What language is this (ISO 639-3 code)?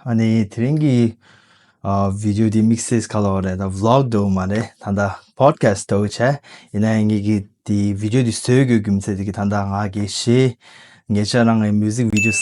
bod